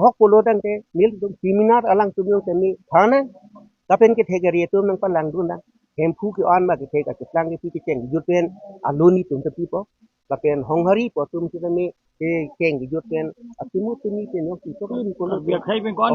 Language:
Karbi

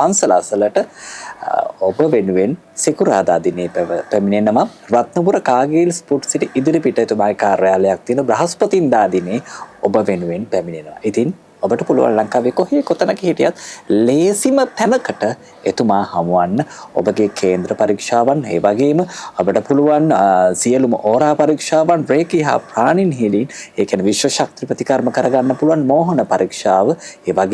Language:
Sinhala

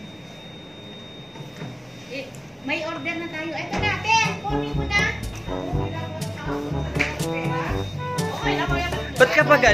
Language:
Filipino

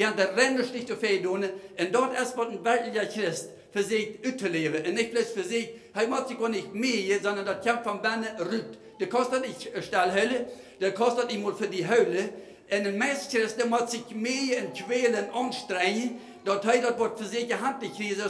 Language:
Plautdietsch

